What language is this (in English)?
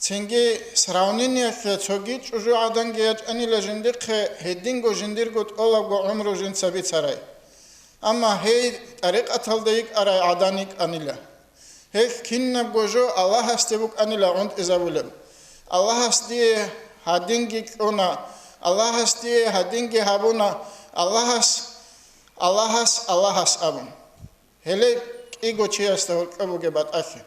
Avaric